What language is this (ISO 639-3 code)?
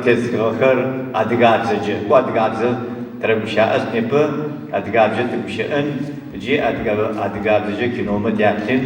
ady